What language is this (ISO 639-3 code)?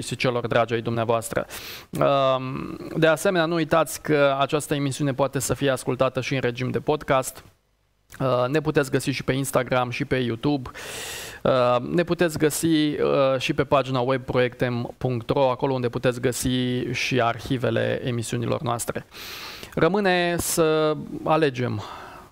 ron